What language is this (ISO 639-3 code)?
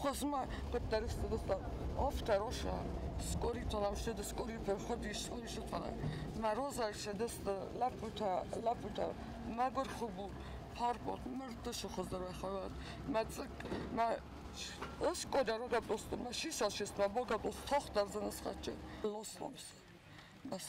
oss